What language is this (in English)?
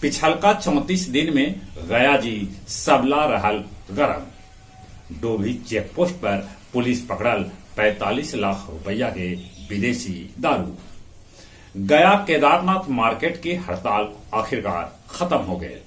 Magahi